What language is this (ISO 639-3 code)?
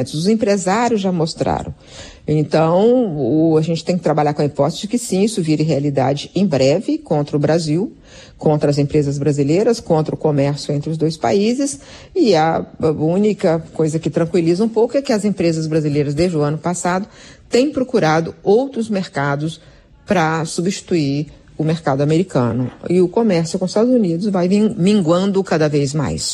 por